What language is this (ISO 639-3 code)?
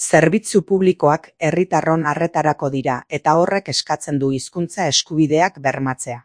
eus